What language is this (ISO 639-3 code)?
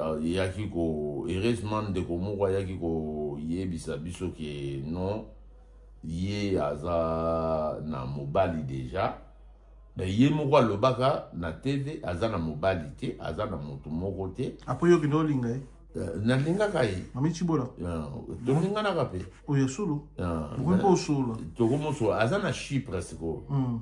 lin